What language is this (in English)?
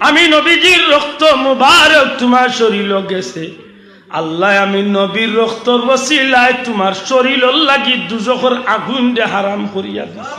Sylheti